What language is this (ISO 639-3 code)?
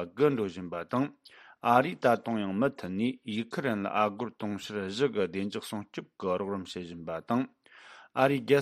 bod